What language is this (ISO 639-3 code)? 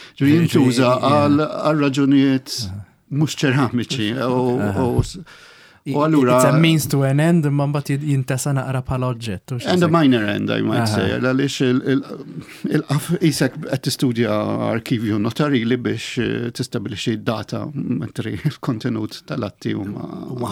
mlt